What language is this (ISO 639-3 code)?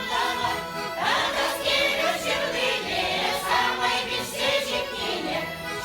chv